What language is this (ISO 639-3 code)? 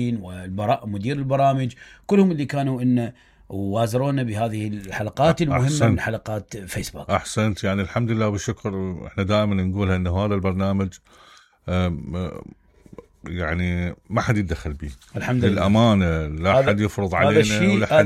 acm